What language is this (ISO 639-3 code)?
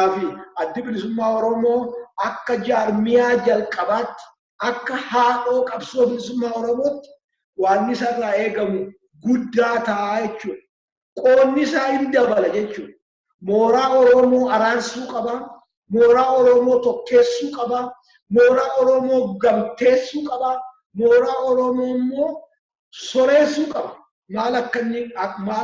orm